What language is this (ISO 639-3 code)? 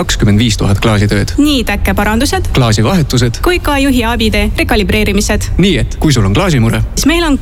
est